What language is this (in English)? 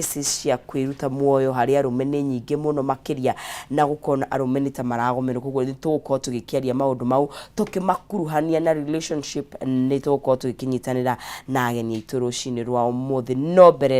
Kikuyu